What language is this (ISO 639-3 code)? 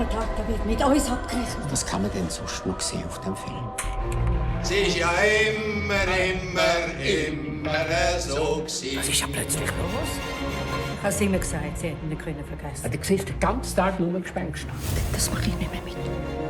gsw